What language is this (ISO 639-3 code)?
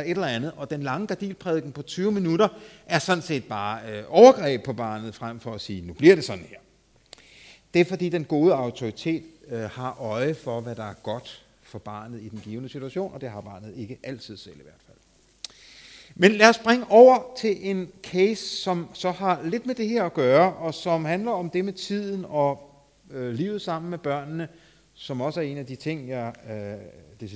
dan